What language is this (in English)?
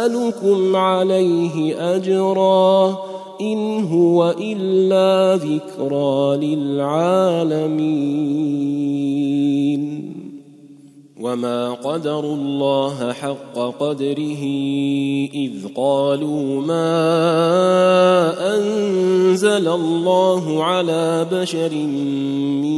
Arabic